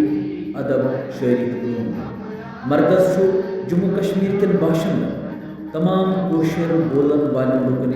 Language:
Kashmiri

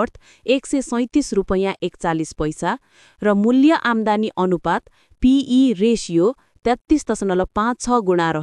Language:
Nepali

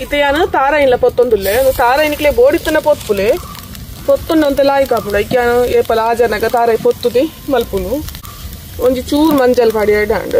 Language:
Tulu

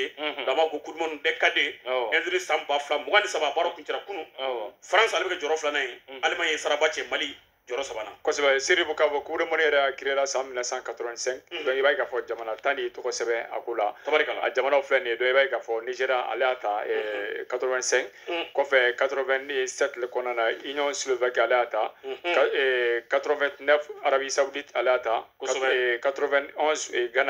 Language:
Bambara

